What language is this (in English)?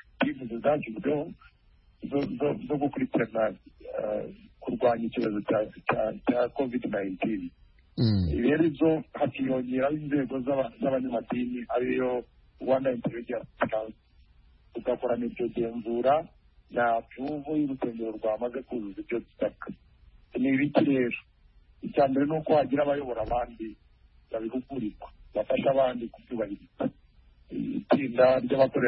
Kinyarwanda